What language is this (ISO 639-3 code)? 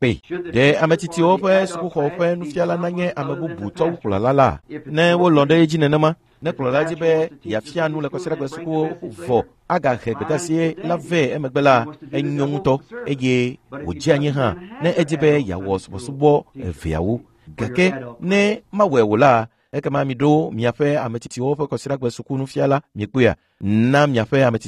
ewe